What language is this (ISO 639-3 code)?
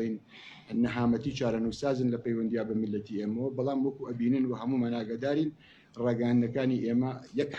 ckb